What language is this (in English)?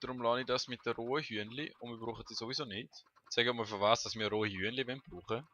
Swiss German